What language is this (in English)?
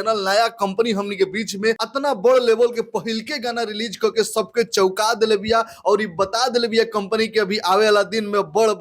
Bhojpuri